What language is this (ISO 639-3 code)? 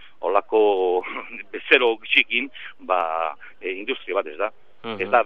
eus